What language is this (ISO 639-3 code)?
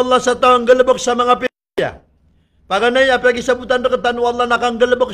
mrw